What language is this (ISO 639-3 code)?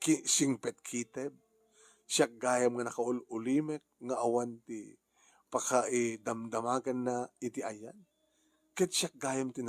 ilo